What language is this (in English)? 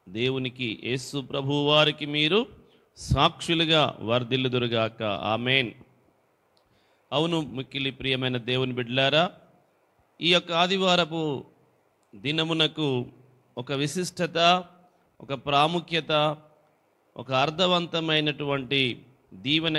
Telugu